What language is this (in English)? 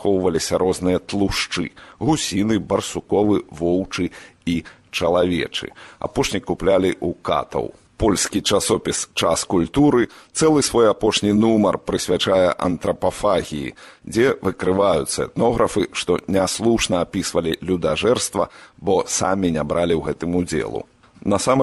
Belarusian